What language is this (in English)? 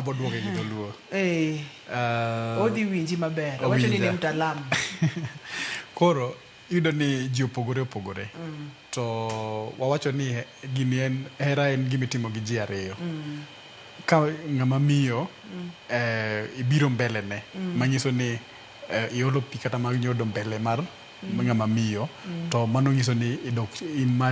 Luo (Kenya and Tanzania)